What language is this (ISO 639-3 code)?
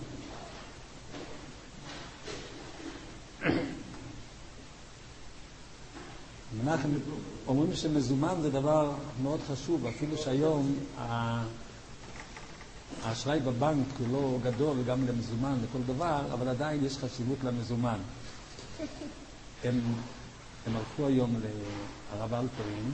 heb